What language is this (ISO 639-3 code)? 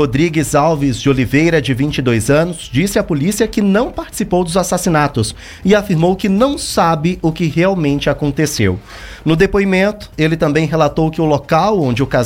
por